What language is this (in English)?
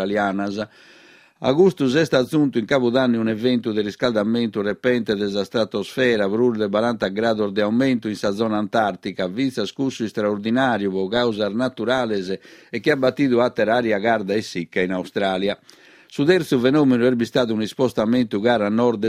Sardinian